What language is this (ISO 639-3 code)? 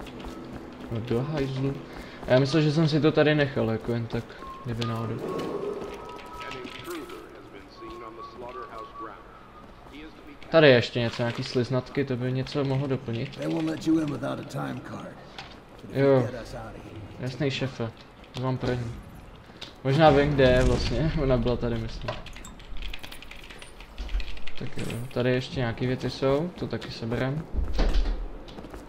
ces